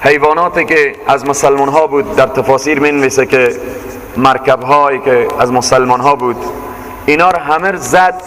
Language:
Persian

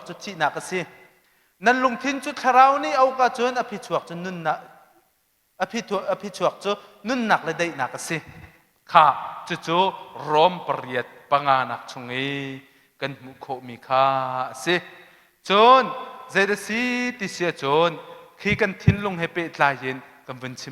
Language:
Hakha Chin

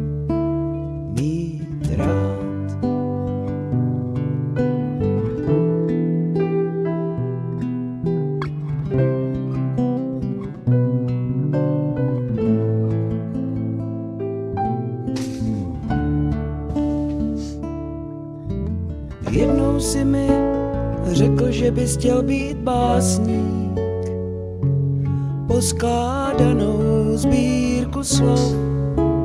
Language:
Czech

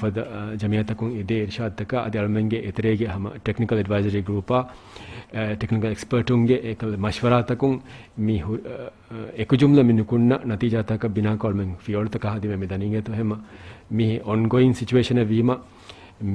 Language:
Divehi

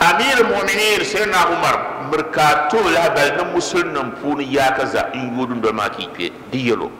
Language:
Dagbani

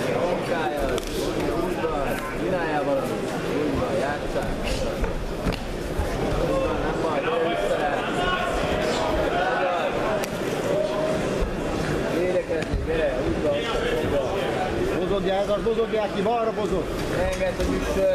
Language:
Hungarian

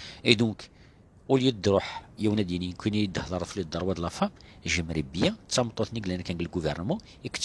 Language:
Kabyle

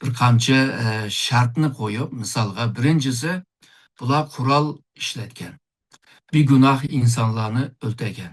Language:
Uyghur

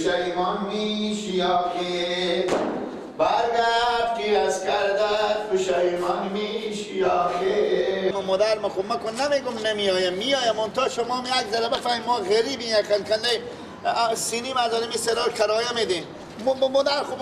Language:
Persian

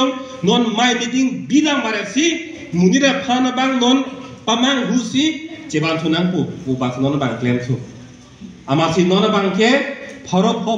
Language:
Karbi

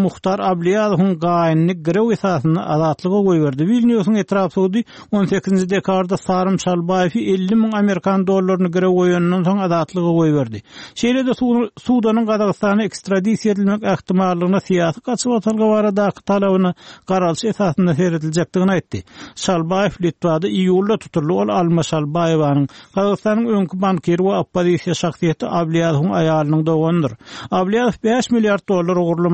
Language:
Turkmen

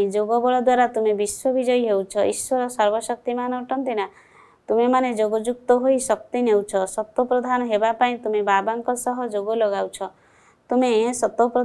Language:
Odia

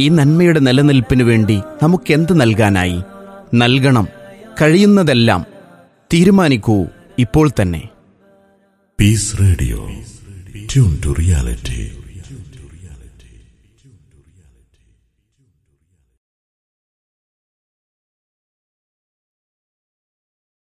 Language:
Malayalam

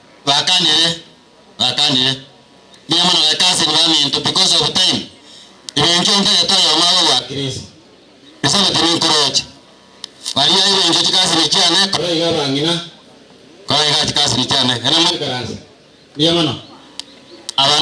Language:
Gusii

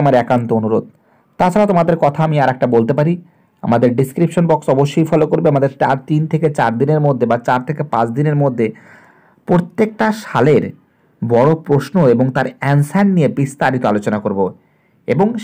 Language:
Bangla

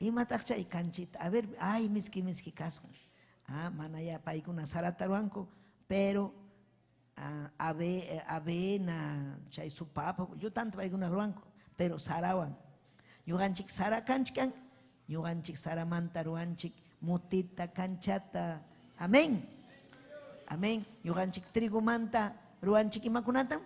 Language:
Ayacucho Quechua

